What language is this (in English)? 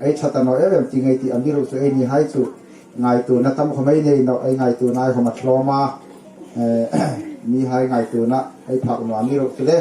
Hmar